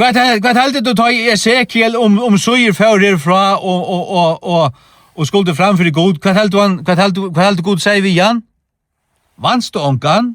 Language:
Faroese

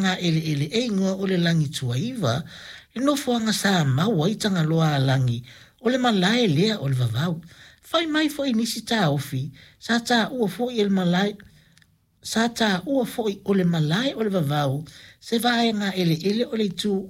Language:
Samoan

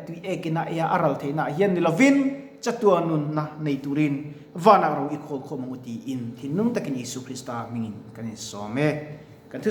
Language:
Mizo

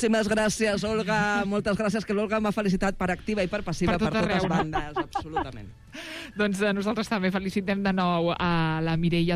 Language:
Catalan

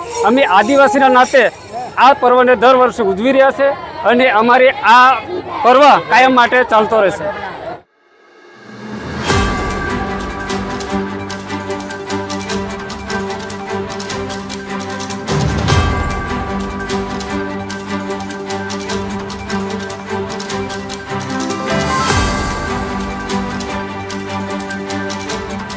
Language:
Gujarati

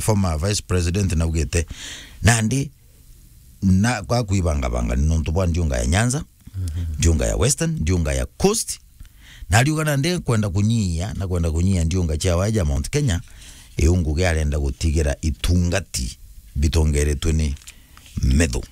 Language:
Meru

